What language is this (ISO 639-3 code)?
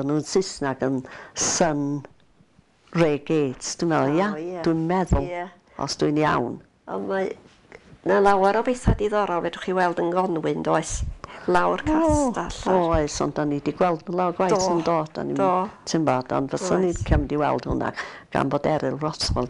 cym